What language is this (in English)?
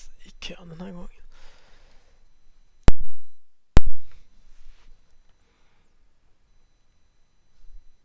Swedish